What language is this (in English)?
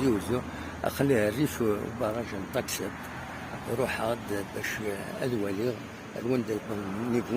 Kabyle